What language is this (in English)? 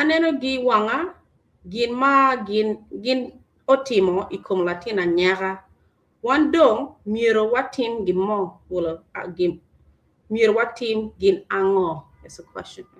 Acoli